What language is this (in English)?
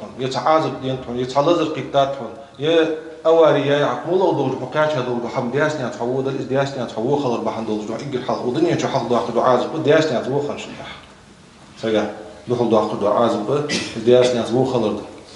Ingush